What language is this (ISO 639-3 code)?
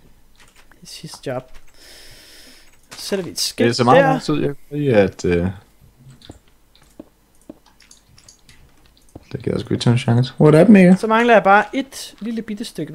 dan